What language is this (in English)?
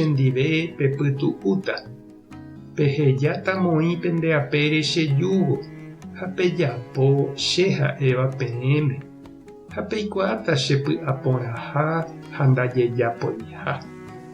Guarani